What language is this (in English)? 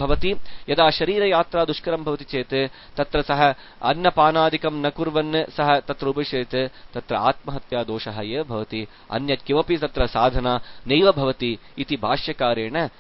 Sanskrit